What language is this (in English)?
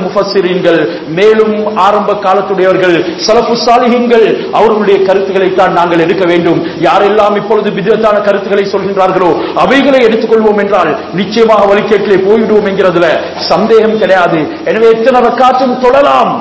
Tamil